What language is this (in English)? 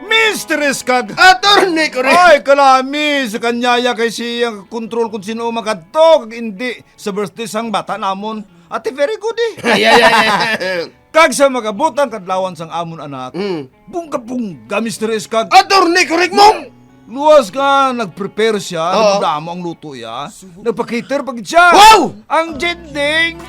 Hiligaynon